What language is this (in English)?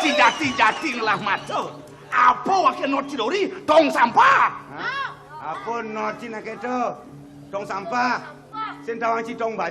Balinese